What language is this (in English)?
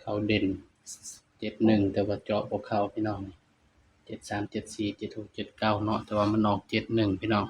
Lao